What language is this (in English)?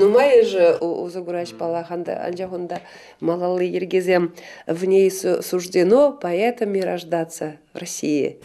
Chuvash